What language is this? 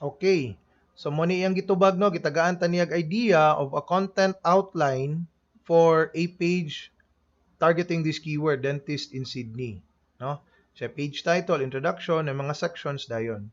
Cebuano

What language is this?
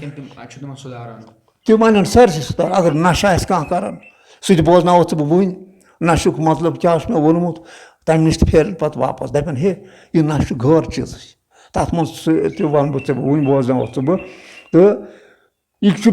Kashmiri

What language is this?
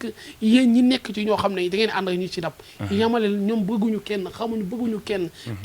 Wolof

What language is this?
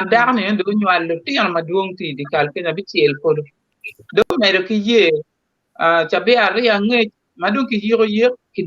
Acoli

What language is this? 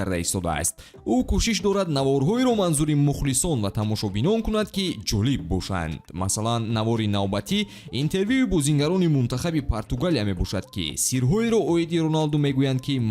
Tajik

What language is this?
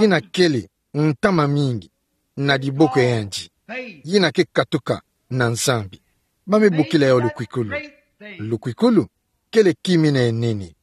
Kituba (Democratic Republic of Congo)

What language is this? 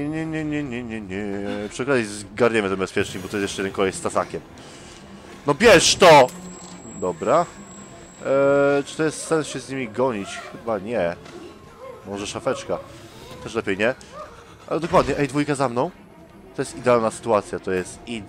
Polish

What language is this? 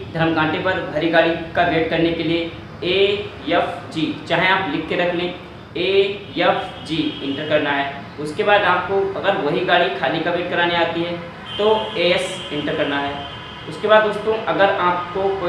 Hindi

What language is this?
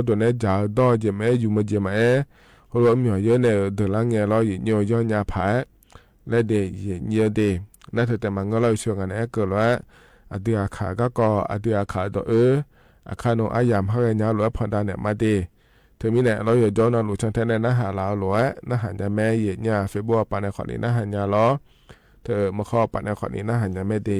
Akha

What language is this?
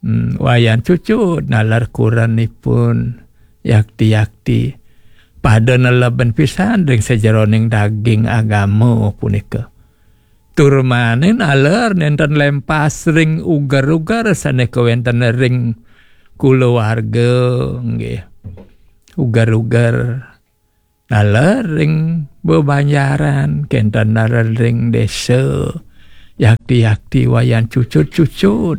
Balinese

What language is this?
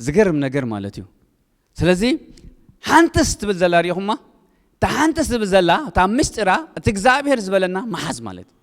Tigrinya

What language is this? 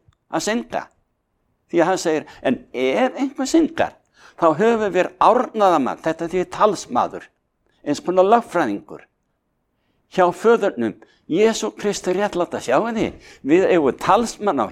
Icelandic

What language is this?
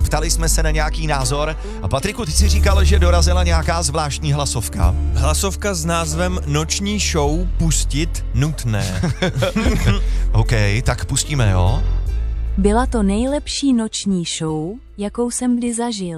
Czech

